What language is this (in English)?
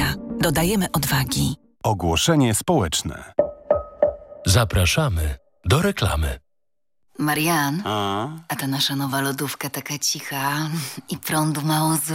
Polish